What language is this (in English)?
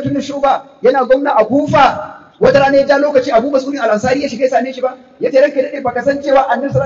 Hausa